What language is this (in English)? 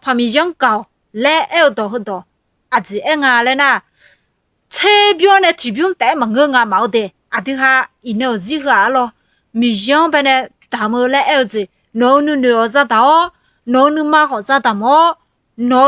Akha